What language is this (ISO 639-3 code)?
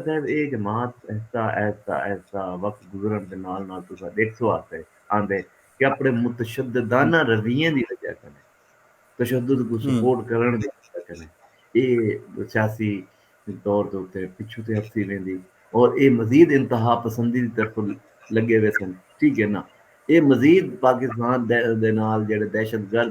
skr